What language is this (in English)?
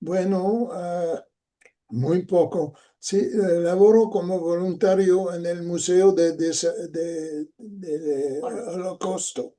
Ladino